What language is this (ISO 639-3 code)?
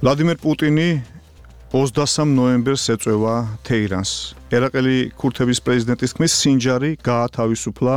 kat